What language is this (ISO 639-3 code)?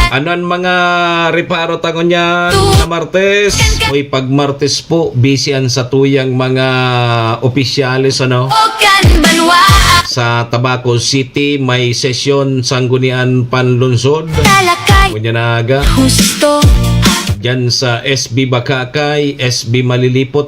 bik